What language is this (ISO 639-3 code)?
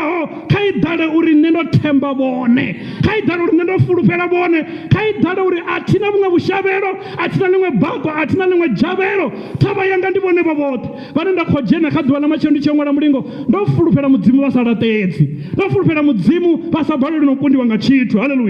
ven